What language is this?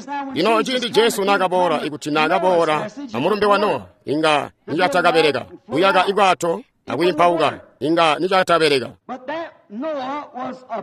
Tonga (Zambia)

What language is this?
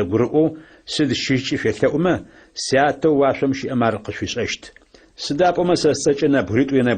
Adyghe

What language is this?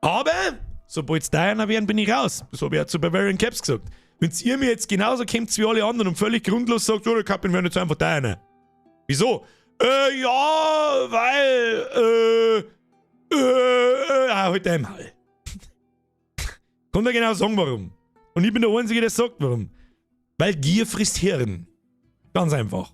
Bavarian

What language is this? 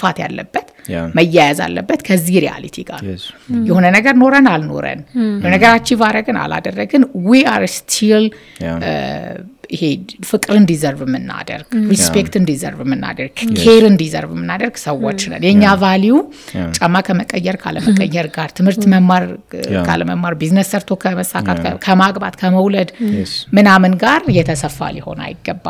Amharic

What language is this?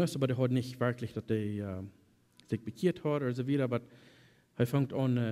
Plautdietsch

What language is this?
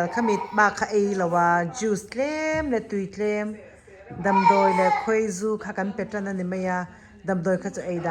Mizo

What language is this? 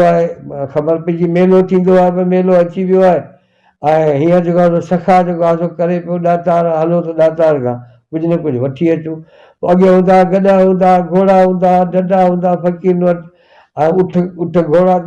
Sindhi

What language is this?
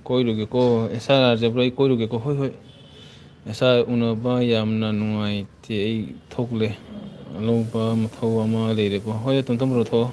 Manipuri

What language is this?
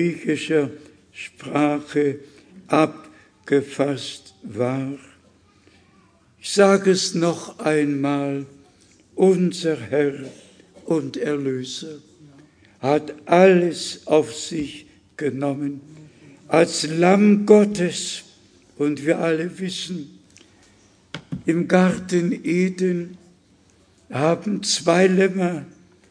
German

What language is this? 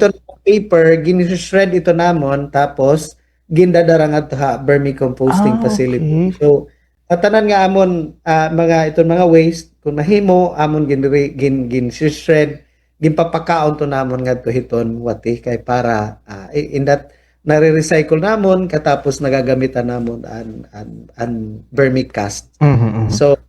Waray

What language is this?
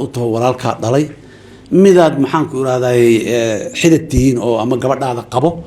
Somali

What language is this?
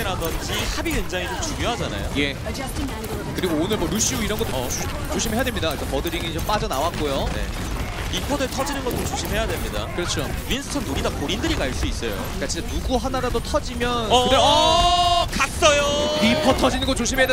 Korean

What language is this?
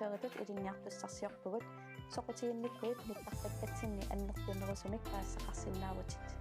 Kalaallisut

